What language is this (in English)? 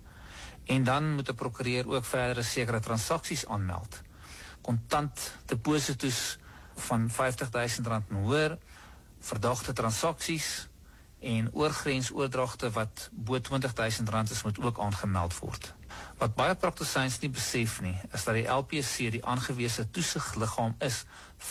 Afrikaans